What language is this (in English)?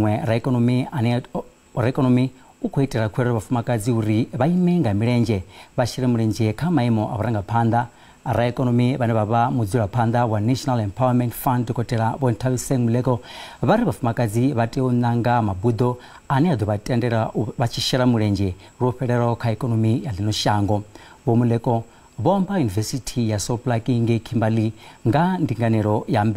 Venda